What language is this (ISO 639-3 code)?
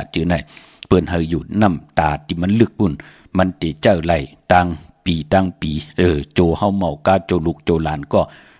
shn